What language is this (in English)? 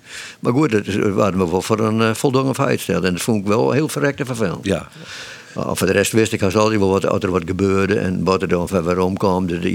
Western Frisian